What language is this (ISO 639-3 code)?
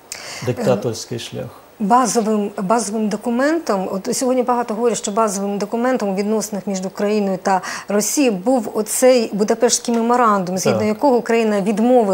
ukr